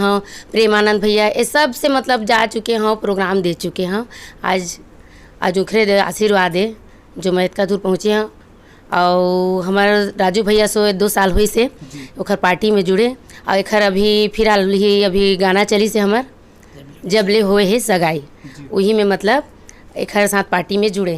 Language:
Chhattisgarhi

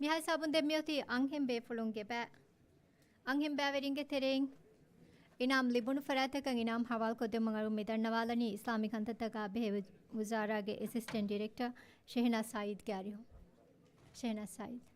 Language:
Divehi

